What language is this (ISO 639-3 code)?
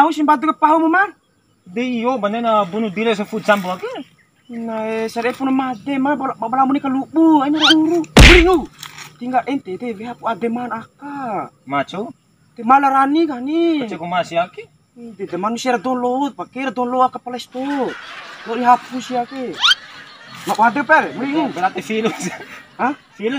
bhp